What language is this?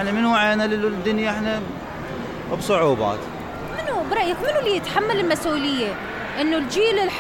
Mesopotamian Arabic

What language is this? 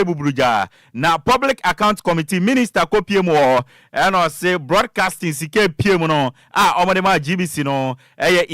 Akan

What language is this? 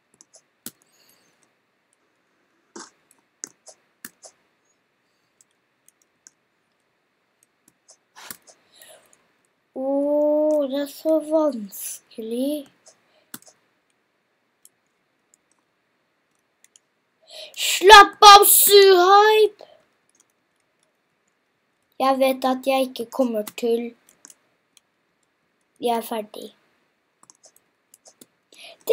Norwegian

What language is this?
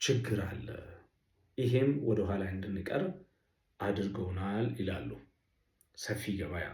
Amharic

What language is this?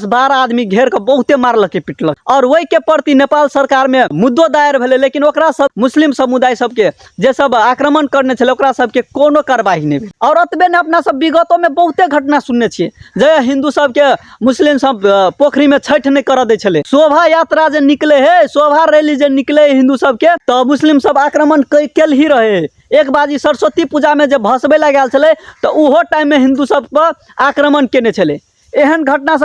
Maithili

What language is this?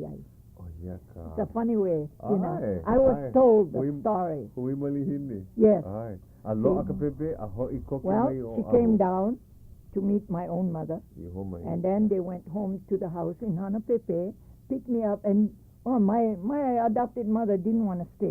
Hawaiian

